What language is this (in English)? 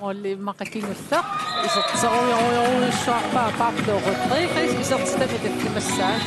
Kalaallisut